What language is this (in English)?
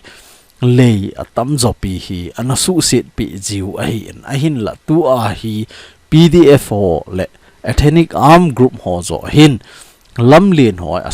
Thado Chin